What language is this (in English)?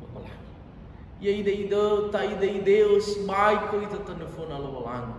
Nias